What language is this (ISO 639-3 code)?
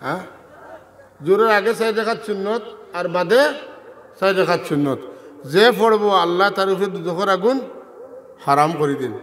syl